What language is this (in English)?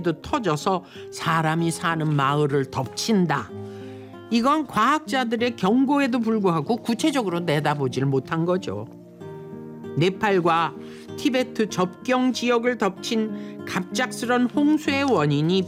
Korean